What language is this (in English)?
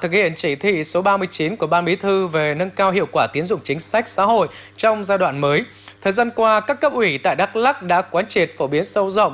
Vietnamese